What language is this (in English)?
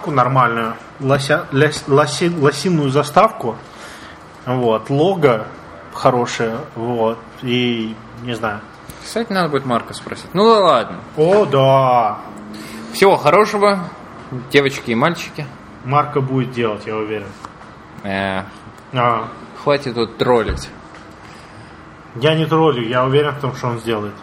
Russian